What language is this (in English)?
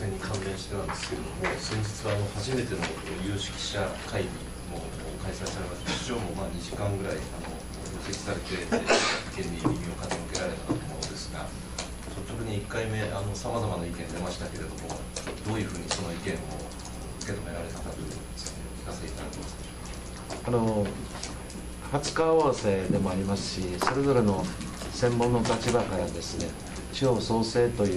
Japanese